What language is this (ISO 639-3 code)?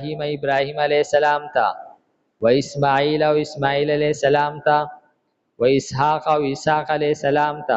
pus